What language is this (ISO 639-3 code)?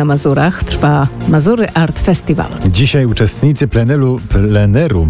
pol